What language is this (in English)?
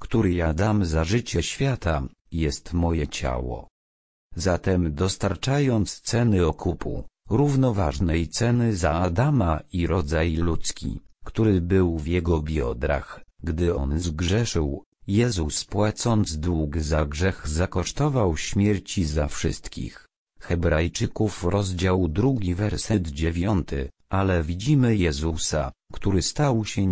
Polish